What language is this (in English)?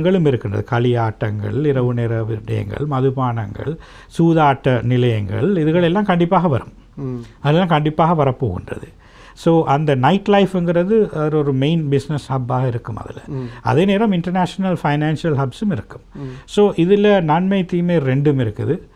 Tamil